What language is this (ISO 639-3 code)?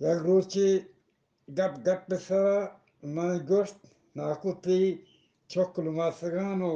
bgp